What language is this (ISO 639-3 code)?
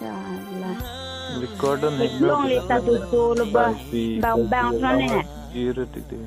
mjw